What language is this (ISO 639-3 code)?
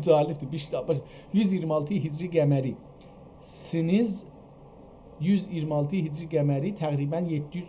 azb